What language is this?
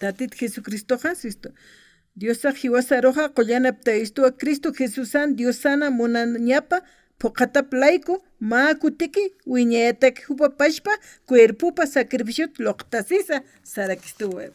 Aymara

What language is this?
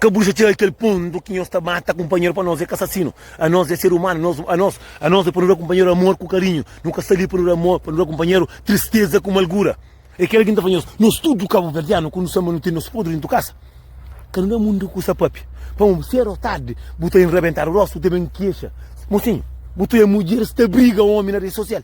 Kabuverdianu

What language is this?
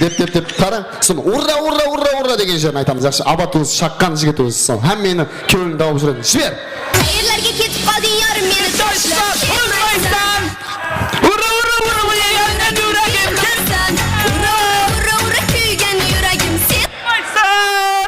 Kara-Kalpak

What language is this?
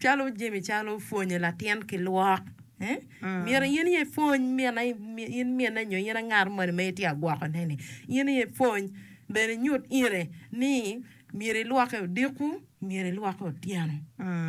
Acoli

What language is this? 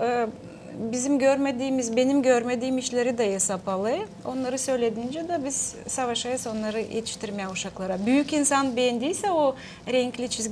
Gagauz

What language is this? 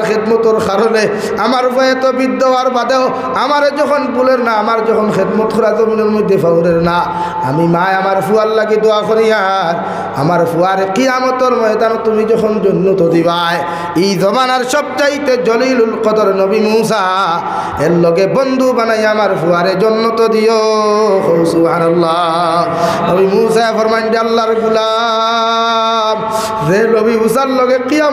Sylheti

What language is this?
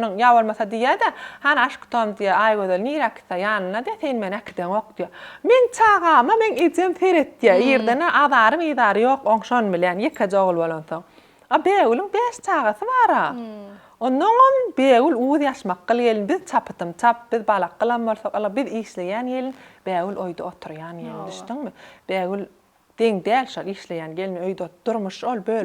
Turkmen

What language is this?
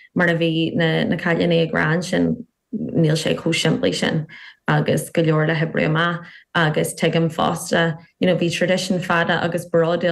Irish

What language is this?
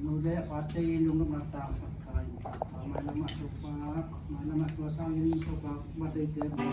Tedim Chin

